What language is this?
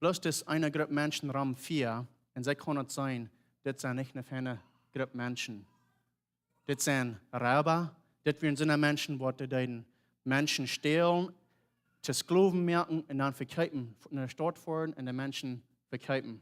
Plautdietsch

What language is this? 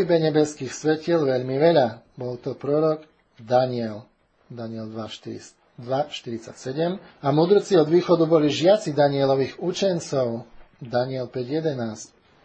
Slovak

